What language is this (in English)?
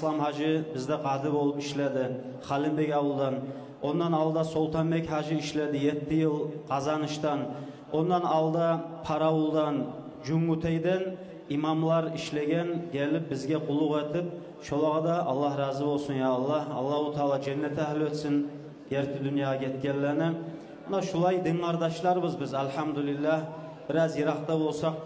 Kumyk